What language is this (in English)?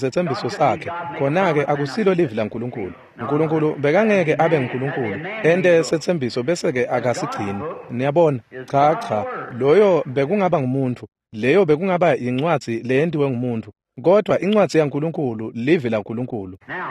Swati